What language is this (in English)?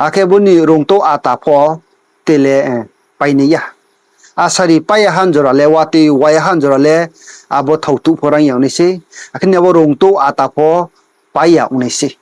Riang (India)